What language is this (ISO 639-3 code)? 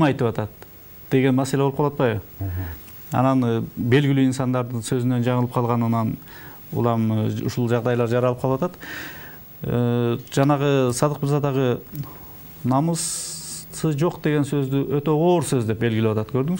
kir